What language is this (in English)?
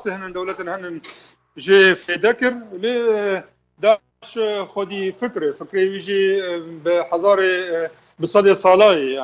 Kurdish